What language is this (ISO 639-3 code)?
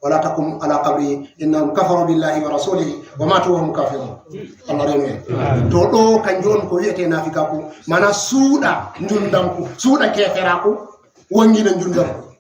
ful